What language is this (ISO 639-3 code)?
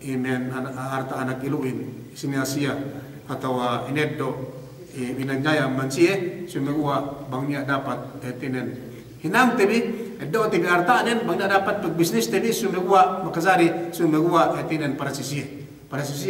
yka